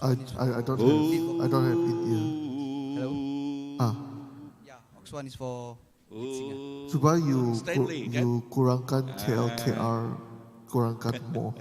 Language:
Iban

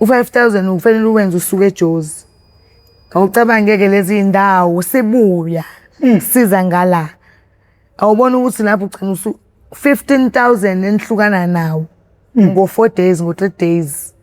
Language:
Zulu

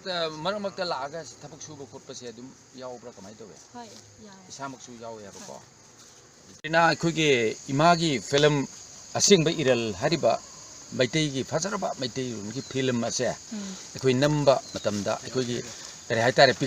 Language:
Manipuri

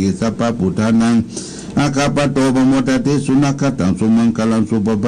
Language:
Pali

